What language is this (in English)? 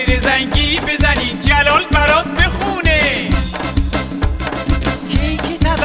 Persian